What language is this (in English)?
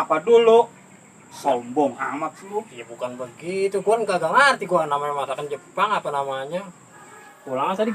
Betawi